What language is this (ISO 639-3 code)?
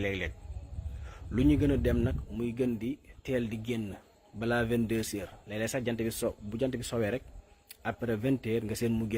wol